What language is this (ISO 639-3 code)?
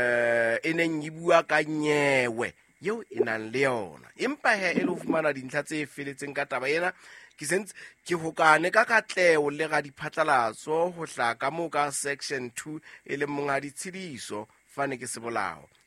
sot